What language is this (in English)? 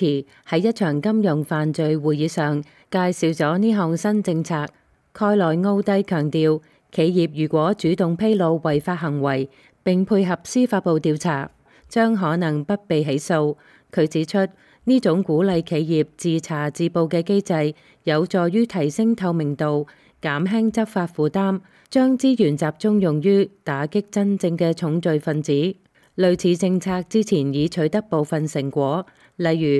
Cantonese